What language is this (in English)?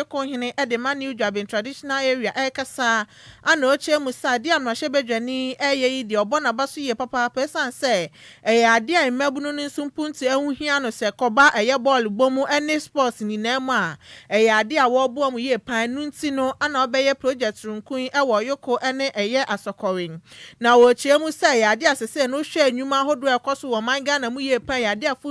Akan